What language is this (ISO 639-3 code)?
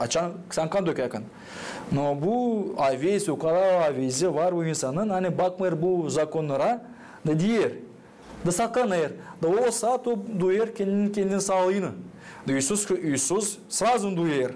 gag